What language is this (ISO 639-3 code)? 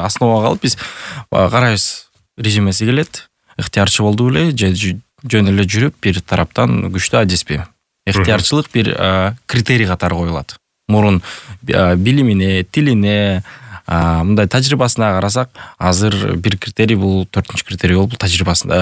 kir